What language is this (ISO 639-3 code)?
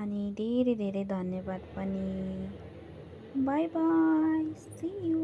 nep